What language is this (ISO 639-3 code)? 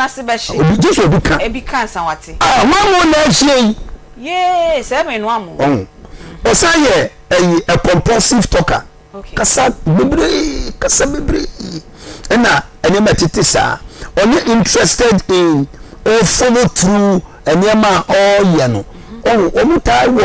aka